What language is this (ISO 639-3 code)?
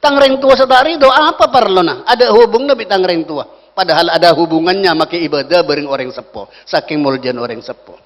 mad